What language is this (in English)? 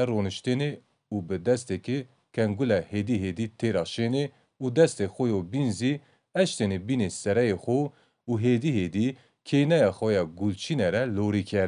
Kurdish